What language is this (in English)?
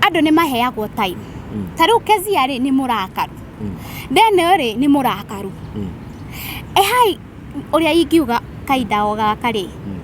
Kikuyu